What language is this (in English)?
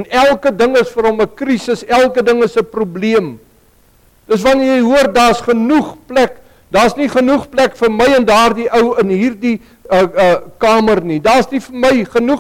Afrikaans